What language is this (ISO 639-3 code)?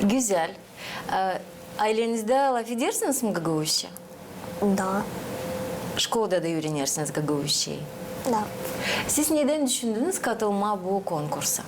gag